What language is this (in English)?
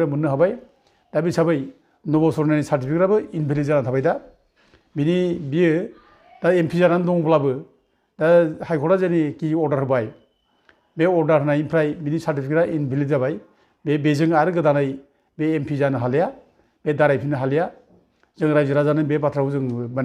Bodo